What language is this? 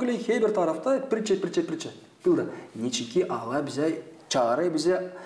Gagauz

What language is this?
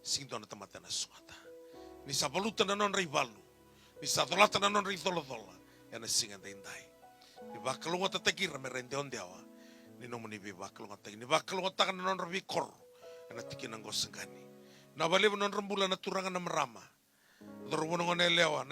Fijian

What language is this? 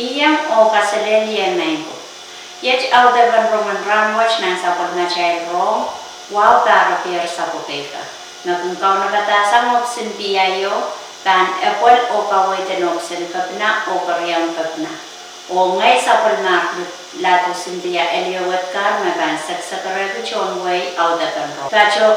Pohnpeian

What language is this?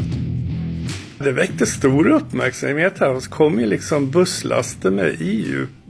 Swedish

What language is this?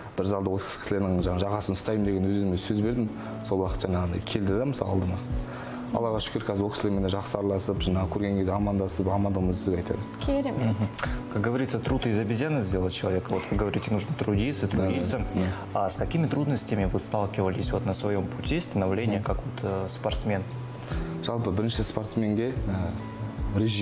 Kazakh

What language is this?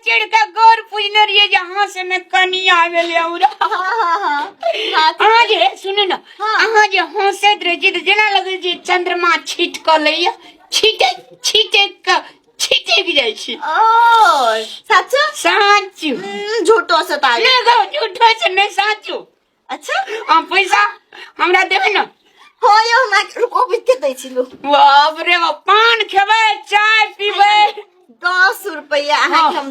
Maithili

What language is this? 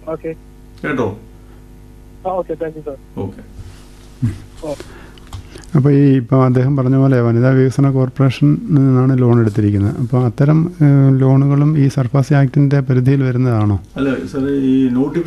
Malayalam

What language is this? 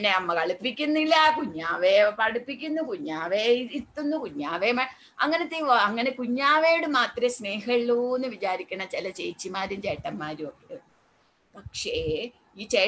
Malayalam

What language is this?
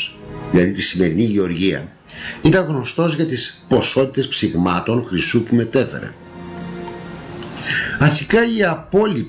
Greek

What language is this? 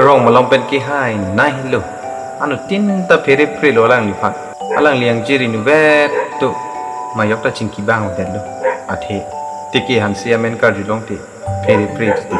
Karbi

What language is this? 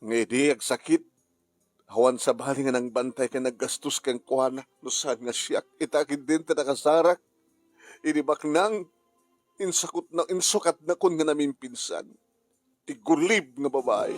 Iloko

